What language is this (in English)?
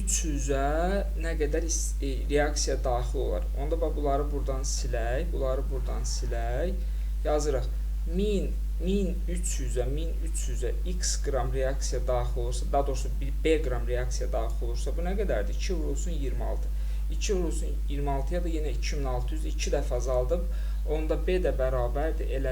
Azerbaijani